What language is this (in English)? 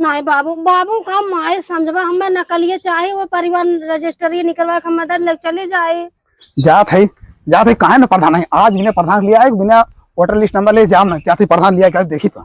Awadhi